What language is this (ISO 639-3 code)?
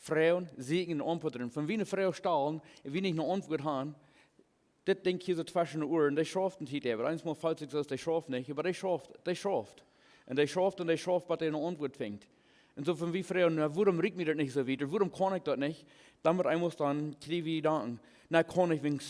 pdt